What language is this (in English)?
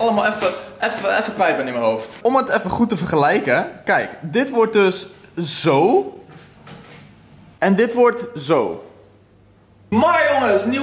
Dutch